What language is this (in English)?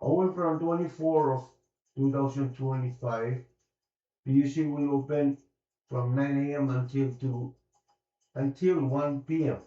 Pohnpeian